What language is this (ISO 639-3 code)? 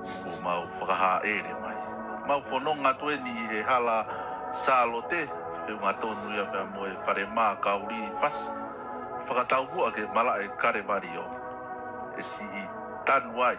ton